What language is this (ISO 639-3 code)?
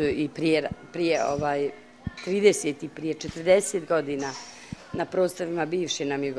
bos